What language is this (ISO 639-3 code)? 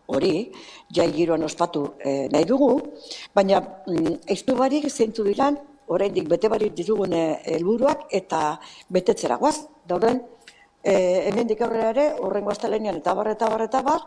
eus